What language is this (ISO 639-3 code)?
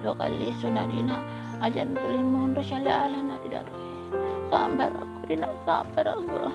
bug